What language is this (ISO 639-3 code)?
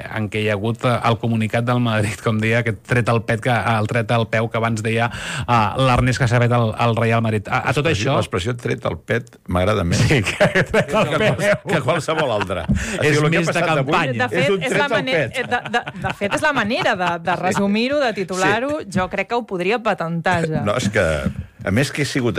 cat